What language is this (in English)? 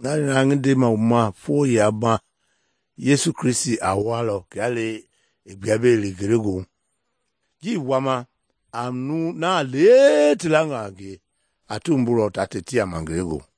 Mende